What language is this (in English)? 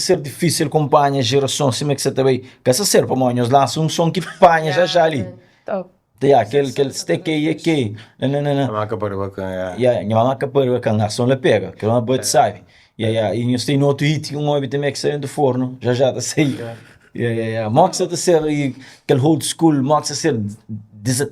Kabuverdianu